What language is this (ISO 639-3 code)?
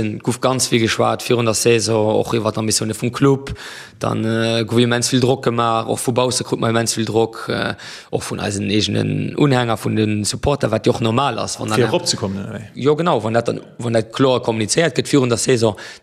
ltz